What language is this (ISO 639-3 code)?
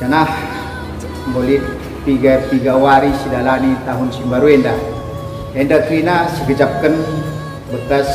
btx